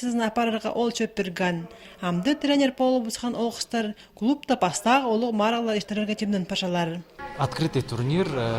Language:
Khakas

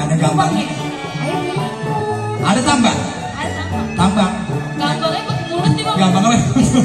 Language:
Betawi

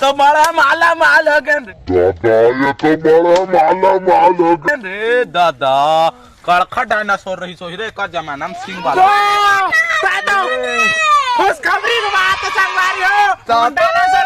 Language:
Chhattisgarhi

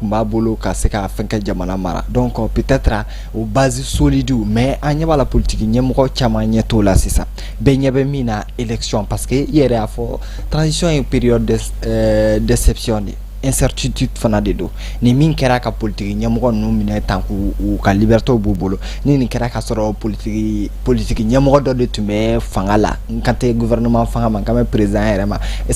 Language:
Bambara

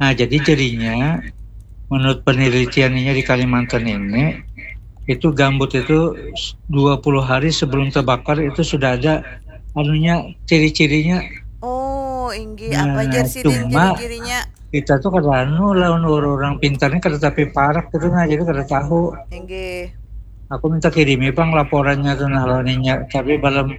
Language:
Banjar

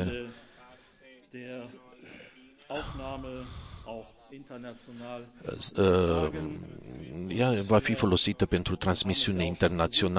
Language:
Romanian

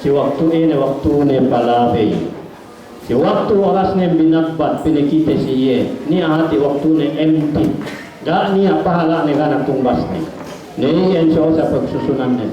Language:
Yakan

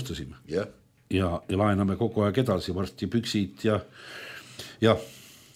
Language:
Estonian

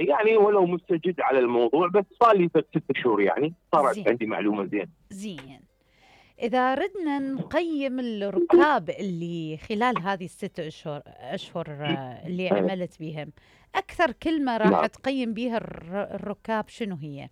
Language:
Mesopotamian Arabic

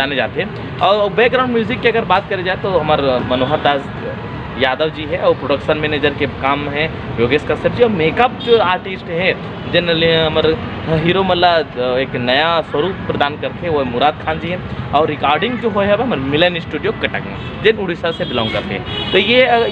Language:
Chhattisgarhi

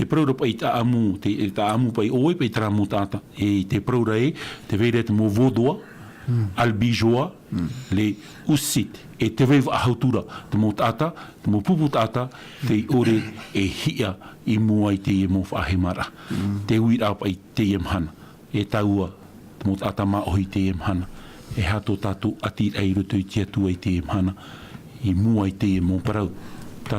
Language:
Tahitian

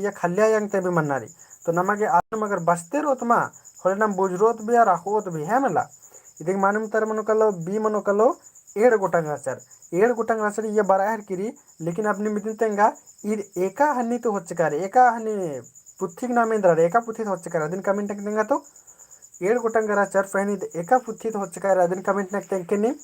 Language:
Kurukh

